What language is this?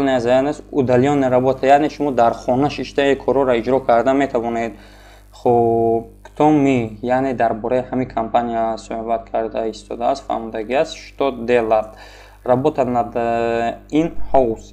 Tajik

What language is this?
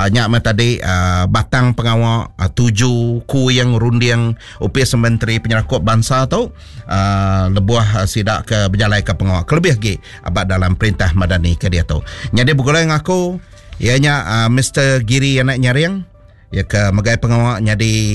Iban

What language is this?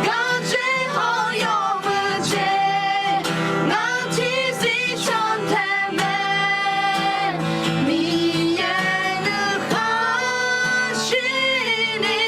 Akha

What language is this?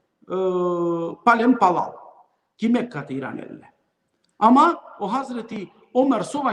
Balkan Romani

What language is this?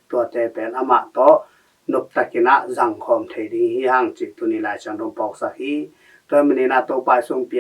Tedim Chin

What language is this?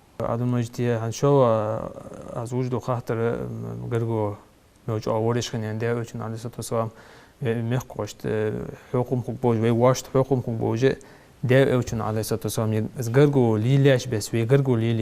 Ingush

